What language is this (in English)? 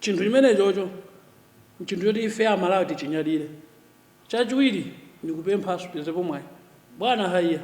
Nyanja